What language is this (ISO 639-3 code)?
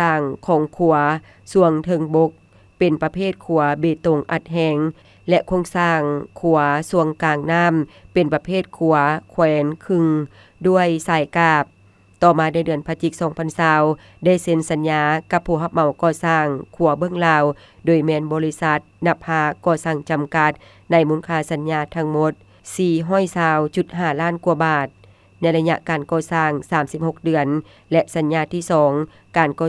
lao